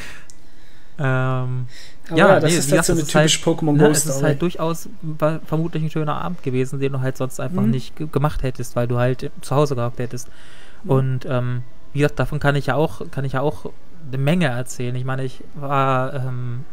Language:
German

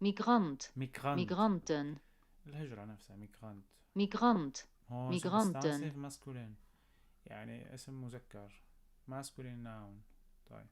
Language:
North Levantine Arabic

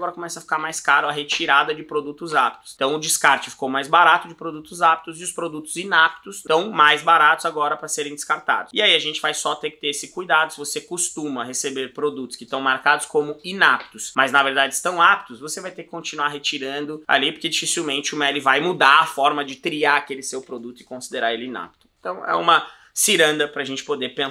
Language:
Portuguese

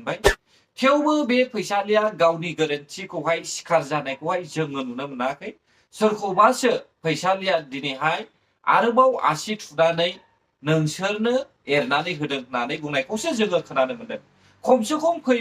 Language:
Bodo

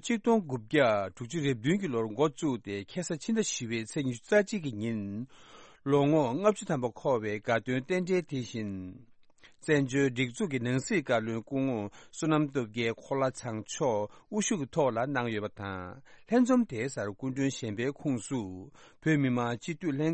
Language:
Tibetan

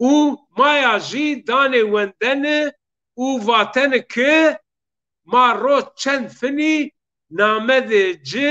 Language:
Zaza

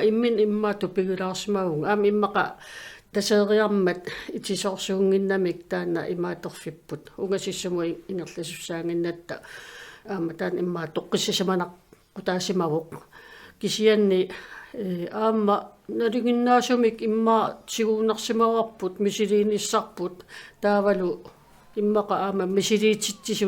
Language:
Kalaallisut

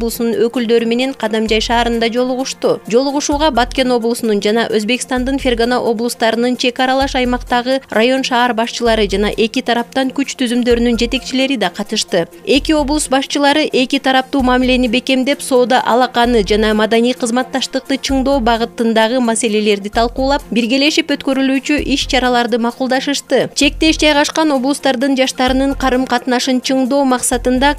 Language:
Kyrgyz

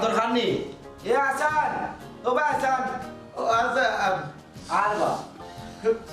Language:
Sylheti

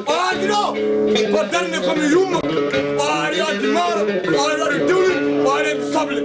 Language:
Fula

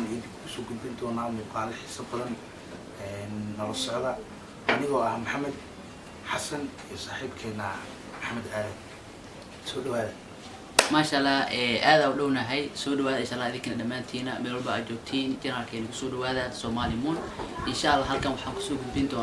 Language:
Somali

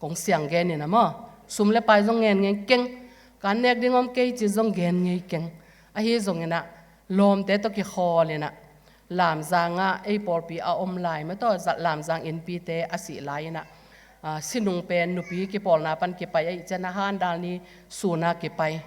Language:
Tedim Chin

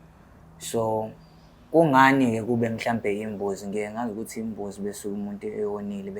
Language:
Zulu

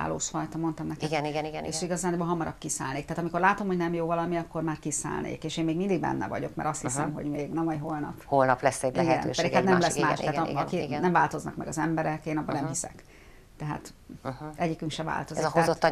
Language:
Hungarian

